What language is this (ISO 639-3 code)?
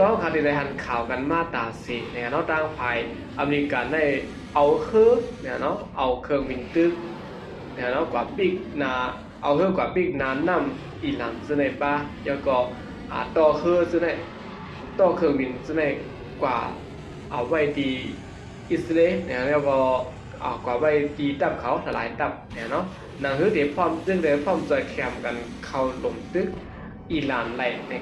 shn